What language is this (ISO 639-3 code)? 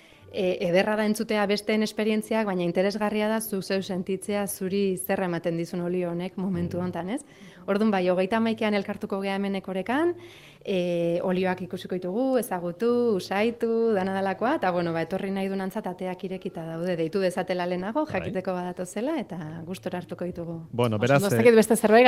eus